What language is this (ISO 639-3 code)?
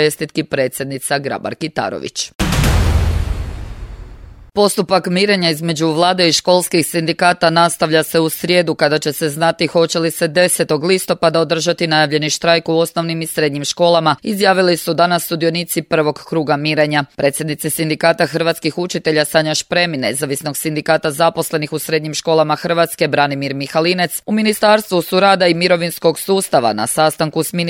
hrv